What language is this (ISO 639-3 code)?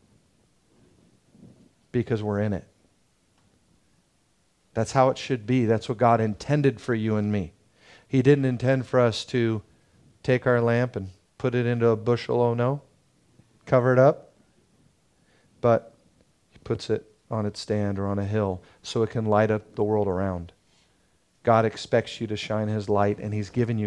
eng